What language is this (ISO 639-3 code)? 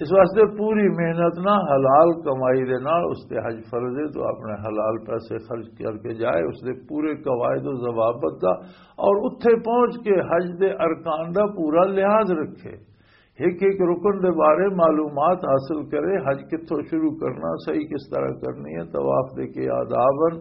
lah